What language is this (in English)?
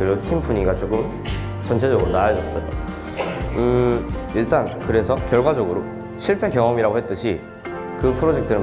Korean